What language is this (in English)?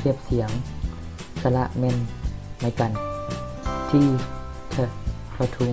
Lao